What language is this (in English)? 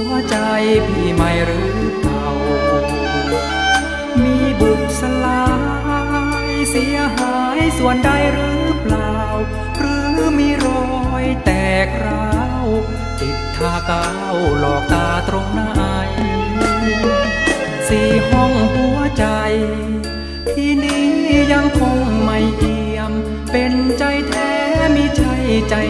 Thai